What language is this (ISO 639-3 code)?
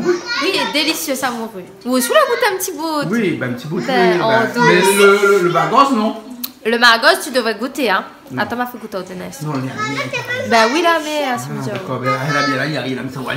rcf